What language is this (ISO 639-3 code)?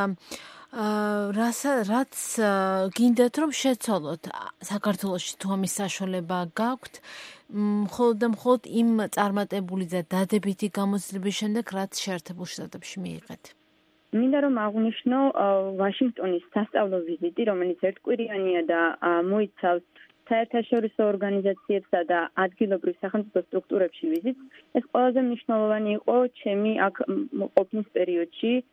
kat